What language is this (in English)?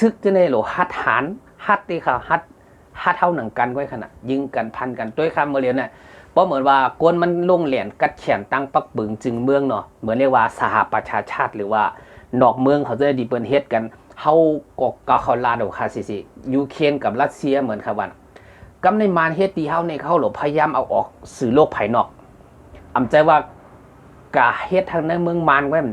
Shan